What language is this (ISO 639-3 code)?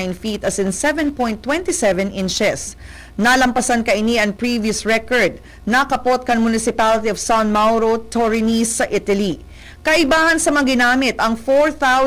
bik